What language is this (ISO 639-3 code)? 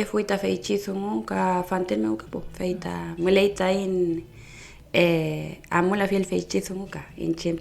arn